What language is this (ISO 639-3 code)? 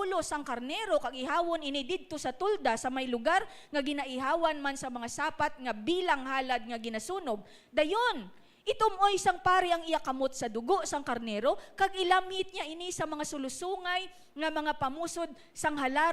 hil